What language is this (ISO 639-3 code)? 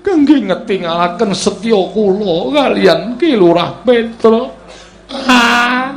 jav